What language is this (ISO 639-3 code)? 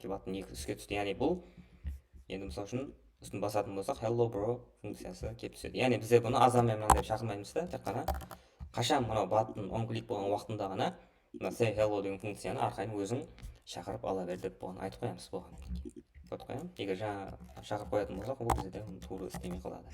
kaa